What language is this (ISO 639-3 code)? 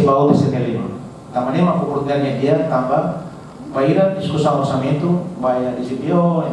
tet